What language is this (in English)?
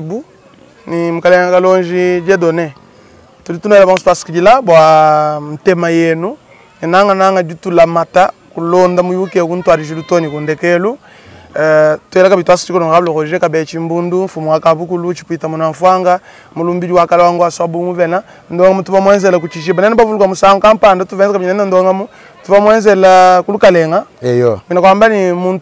Luba-Lulua